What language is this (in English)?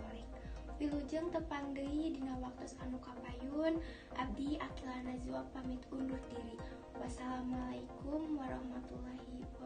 Sundanese